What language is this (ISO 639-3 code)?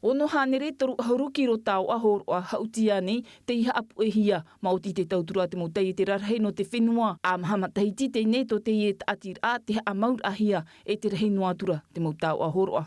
tah